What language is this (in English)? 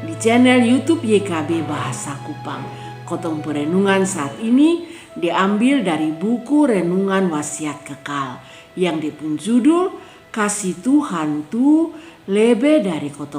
Kupang Malay